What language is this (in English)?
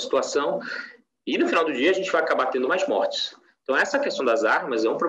Portuguese